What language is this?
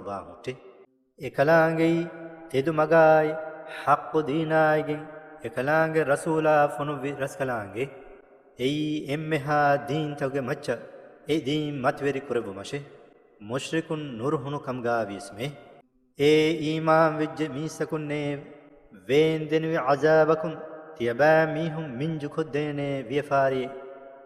Divehi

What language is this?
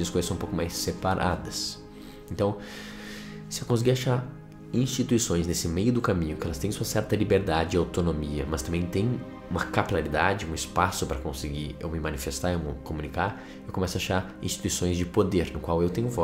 Portuguese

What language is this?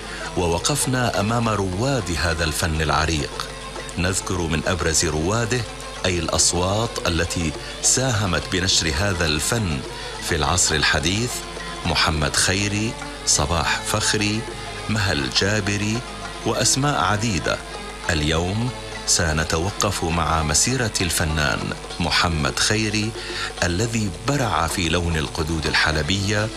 Arabic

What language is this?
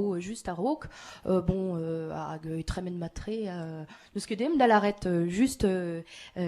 Breton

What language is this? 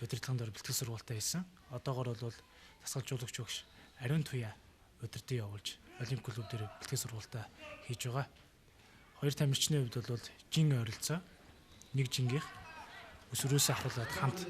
Mongolian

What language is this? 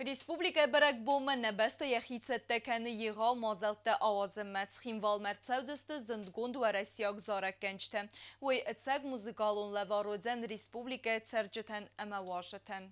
Ossetic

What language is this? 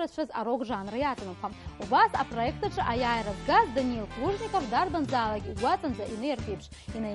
Abkhazian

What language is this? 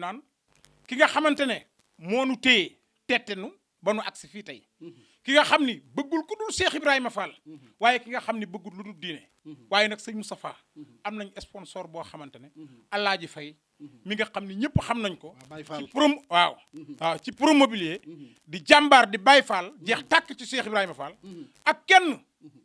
Wolof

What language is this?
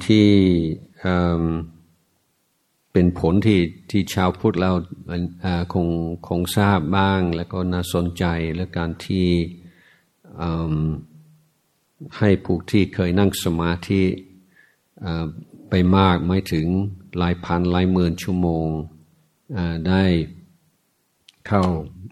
Thai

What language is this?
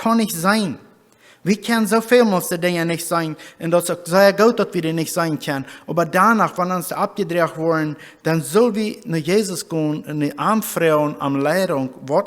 Plautdietsch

